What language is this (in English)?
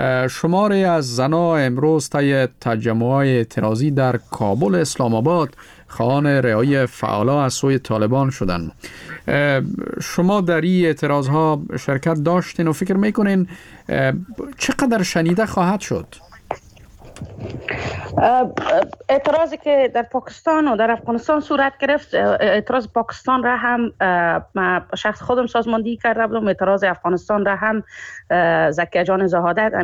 Persian